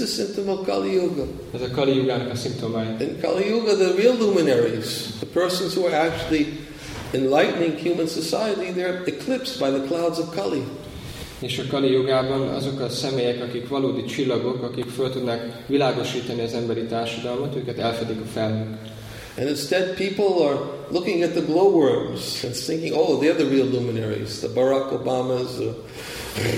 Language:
Hungarian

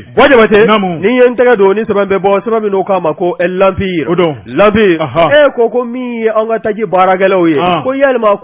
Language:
Bambara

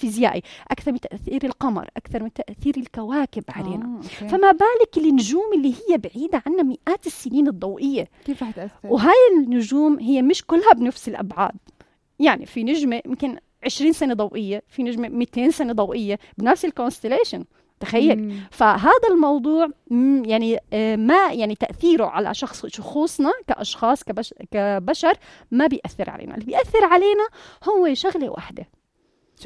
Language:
North Levantine Arabic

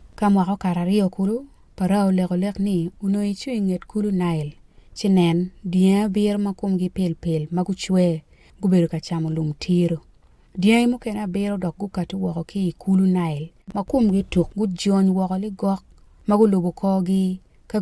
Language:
Acoli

